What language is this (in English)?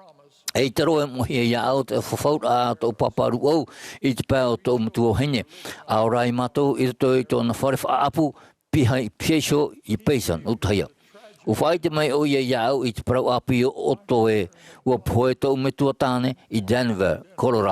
Tahitian